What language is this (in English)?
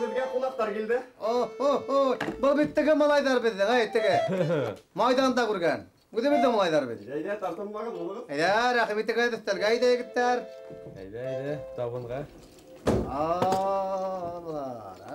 Bashkir